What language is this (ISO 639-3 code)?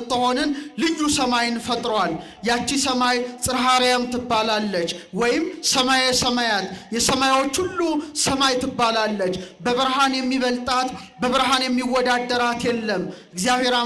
amh